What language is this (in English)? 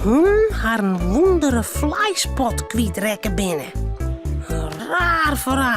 Western Frisian